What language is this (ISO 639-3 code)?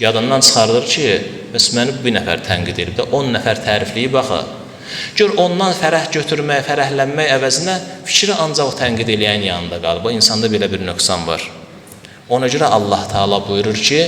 aze